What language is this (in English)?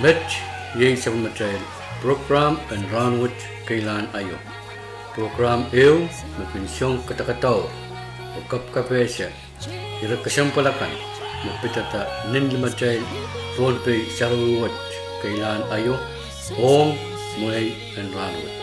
Pohnpeian